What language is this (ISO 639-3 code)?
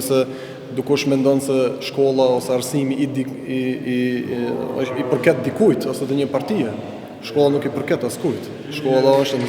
sqi